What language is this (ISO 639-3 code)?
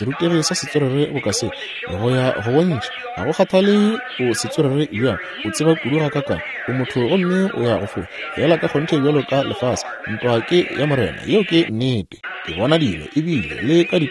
nso